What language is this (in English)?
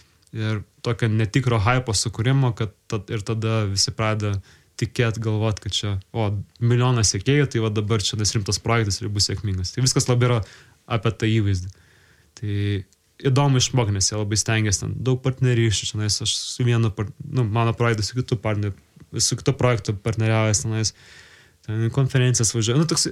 Lithuanian